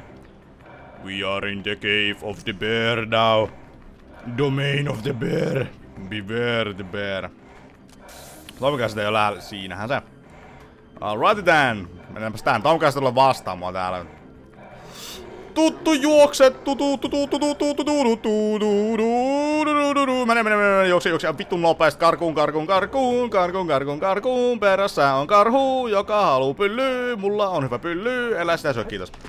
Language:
Finnish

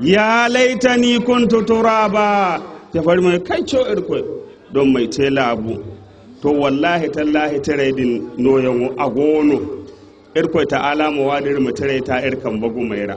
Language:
Zarma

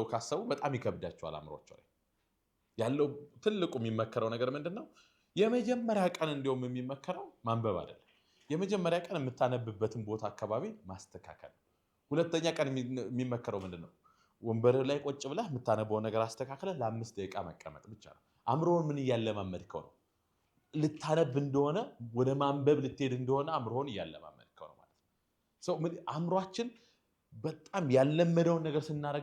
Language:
Amharic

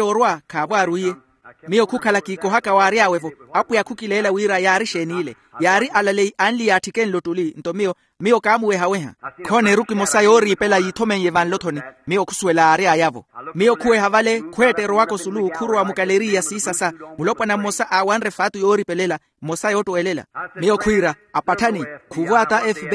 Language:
Makhuwa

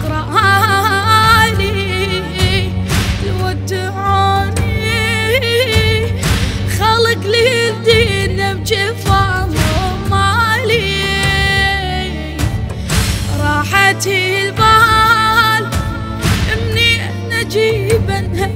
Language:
Mesopotamian Arabic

